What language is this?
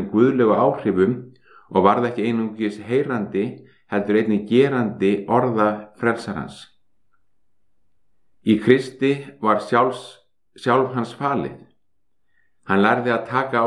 Icelandic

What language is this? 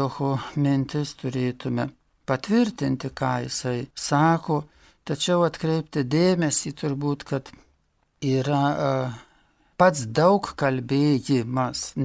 Lithuanian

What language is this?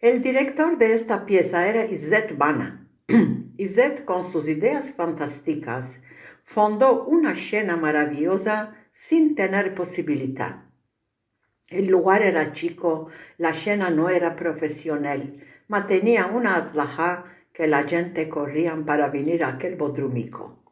Ladino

